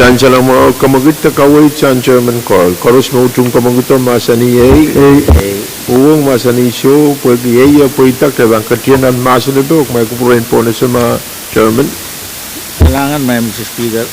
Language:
Pohnpeian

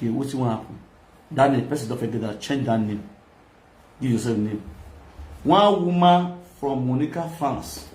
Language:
Nigerian Pidgin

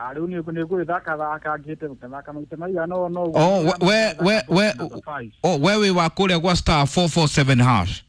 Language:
Kikuyu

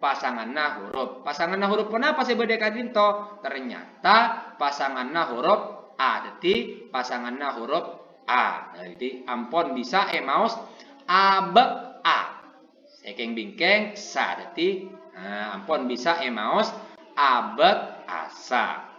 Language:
Madurese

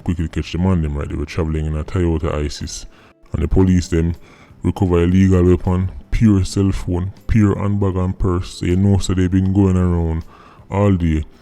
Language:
Jamaican Creole English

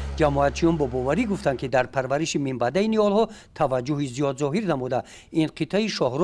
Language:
Tajik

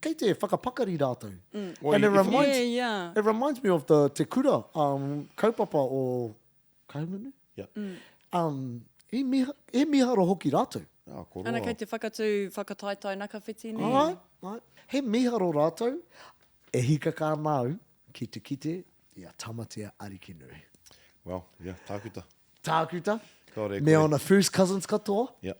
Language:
Māori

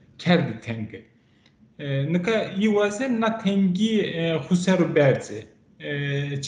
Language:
Zaza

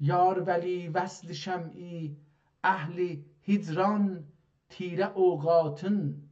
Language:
South Azerbaijani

